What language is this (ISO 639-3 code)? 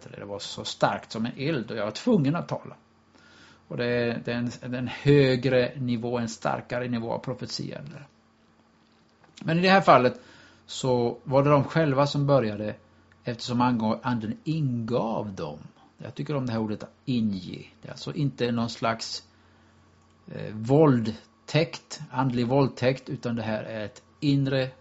swe